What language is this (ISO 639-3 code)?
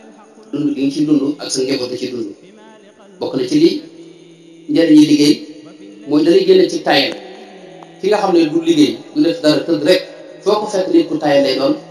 wol